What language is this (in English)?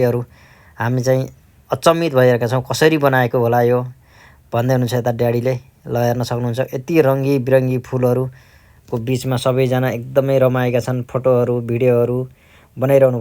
Nepali